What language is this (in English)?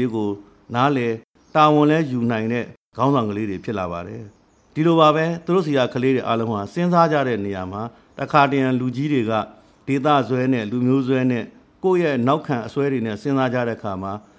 Burmese